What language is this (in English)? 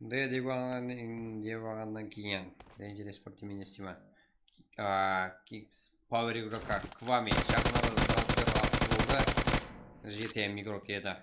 Kara-Kalpak